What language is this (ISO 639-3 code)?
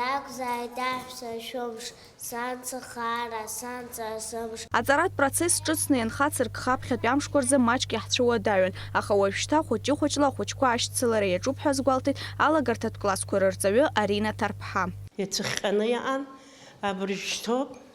abk